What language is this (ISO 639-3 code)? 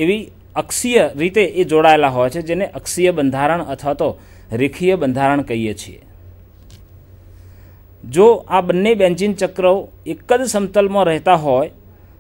guj